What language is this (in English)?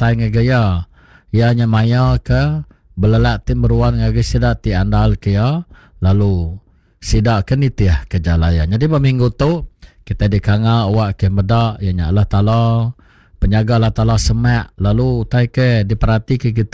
Iban